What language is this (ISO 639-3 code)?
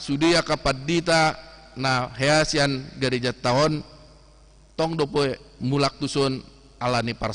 bbc